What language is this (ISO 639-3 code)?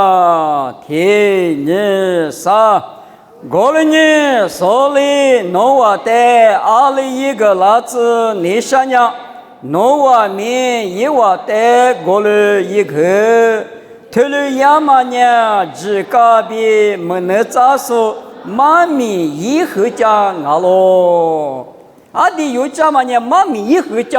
lis